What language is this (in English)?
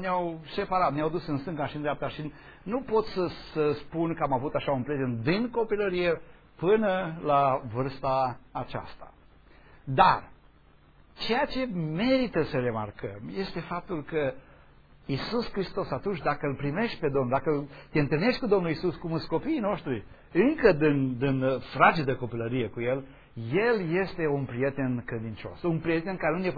Romanian